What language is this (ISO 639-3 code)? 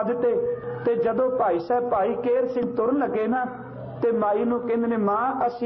pan